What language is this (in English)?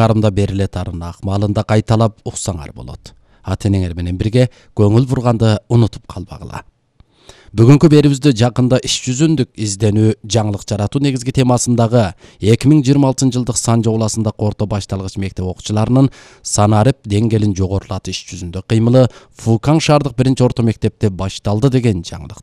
Kyrgyz